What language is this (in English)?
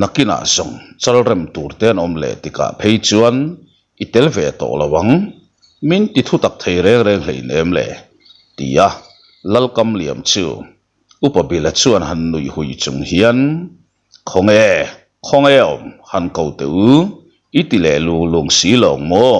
Mizo